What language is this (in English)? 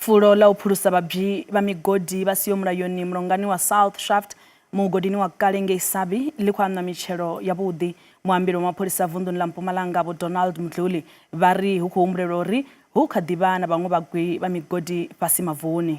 Venda